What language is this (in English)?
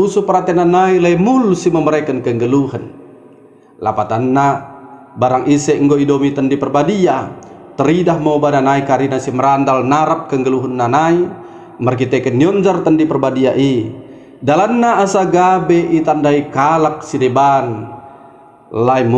Batak Dairi